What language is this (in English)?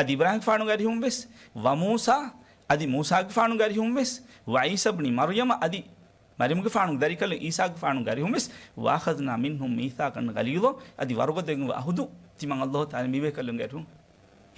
Divehi